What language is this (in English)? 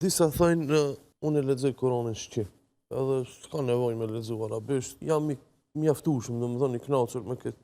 Albanian